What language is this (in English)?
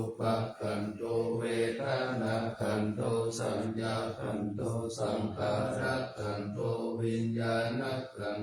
Pali